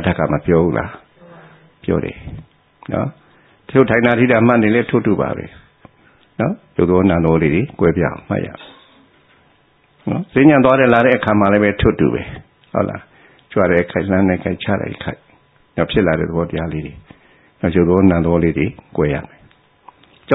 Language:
Burmese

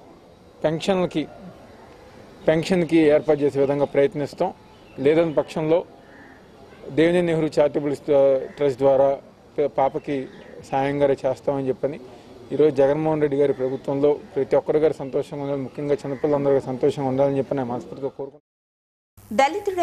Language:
Telugu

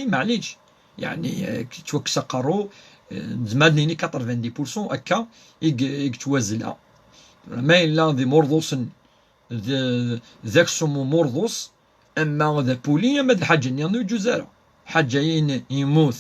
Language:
Kabyle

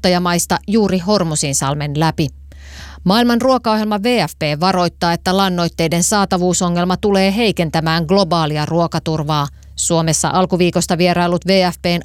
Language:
Finnish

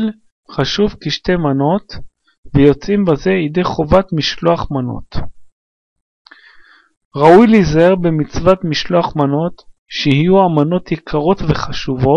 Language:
Hebrew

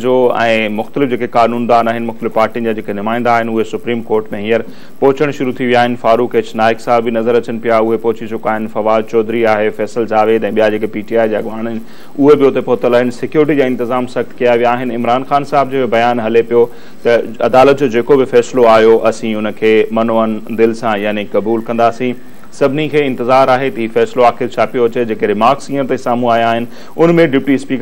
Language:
Sindhi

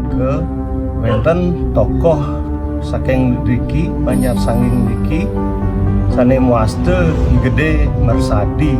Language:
Balinese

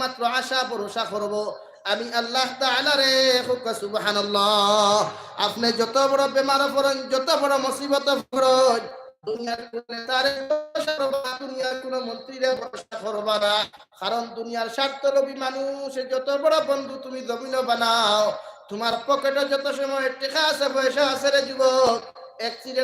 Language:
Sylheti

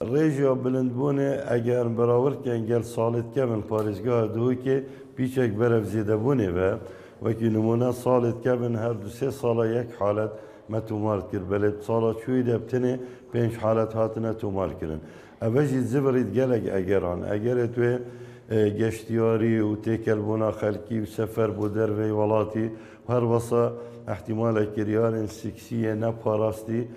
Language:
Kurdish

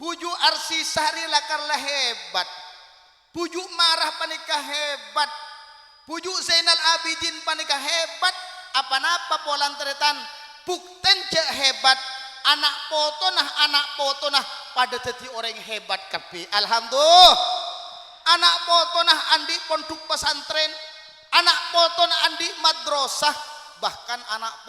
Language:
Madurese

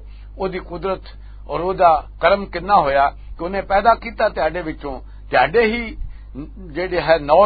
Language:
Western Panjabi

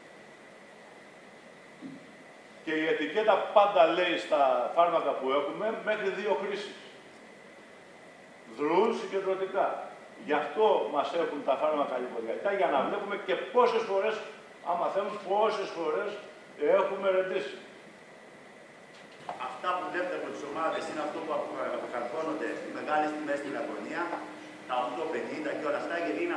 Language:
Greek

